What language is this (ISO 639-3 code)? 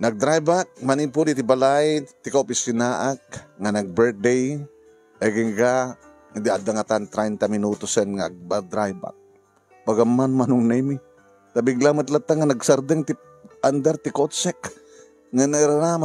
ilo